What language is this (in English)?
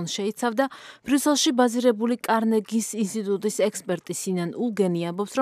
Georgian